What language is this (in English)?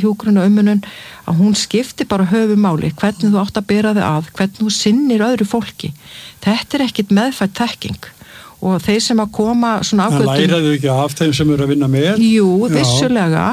Icelandic